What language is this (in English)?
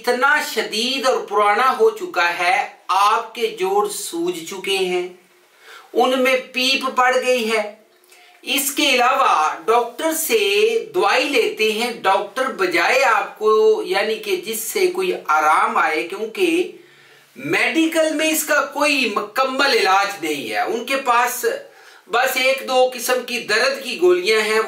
Urdu